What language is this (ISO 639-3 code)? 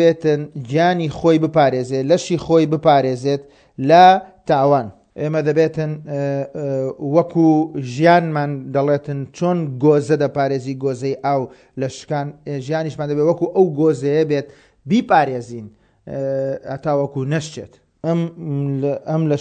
ckb